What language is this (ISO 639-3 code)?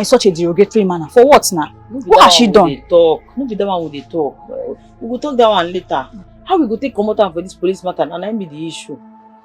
pcm